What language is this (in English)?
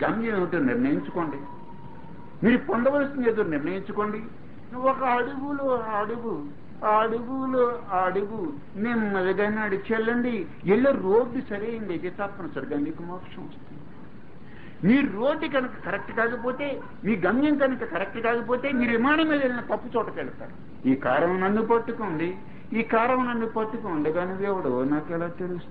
Telugu